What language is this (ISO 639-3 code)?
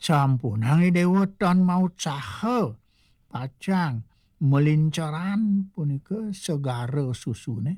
ban